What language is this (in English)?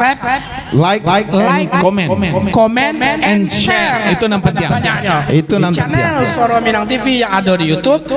Minangkabau